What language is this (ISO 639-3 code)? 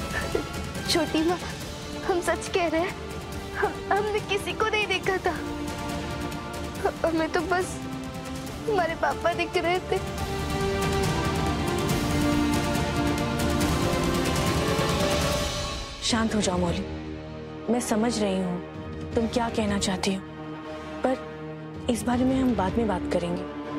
hin